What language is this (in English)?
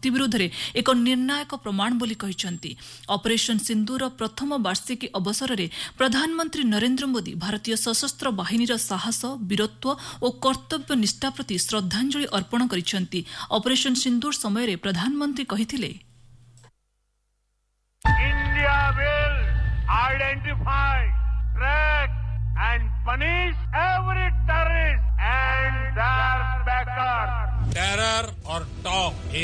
Odia